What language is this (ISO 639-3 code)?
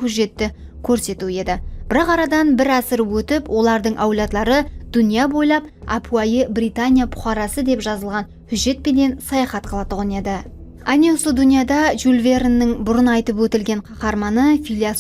kaa